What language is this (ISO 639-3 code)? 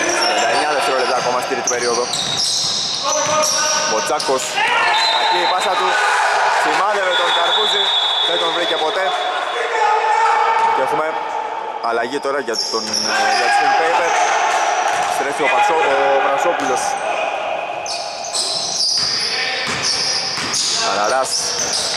ell